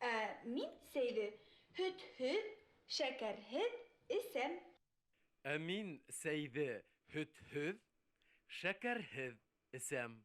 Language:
Bashkir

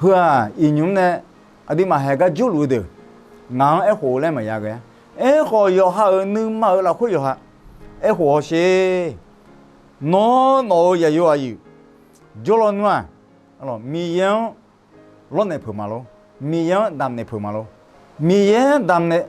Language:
Akha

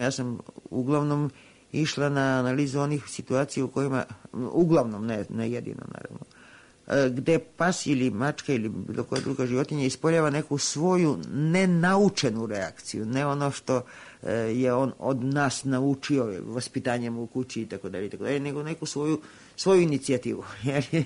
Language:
Serbian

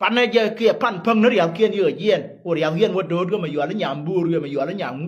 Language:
Nuer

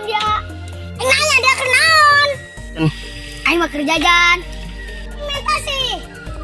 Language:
Sundanese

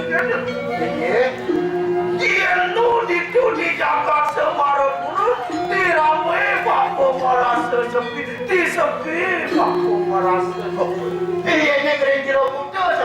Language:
Balinese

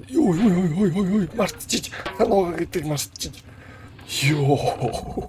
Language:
Mongolian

